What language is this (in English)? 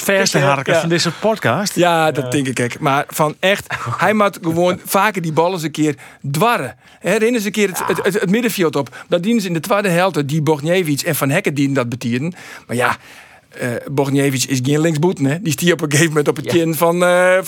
Western Frisian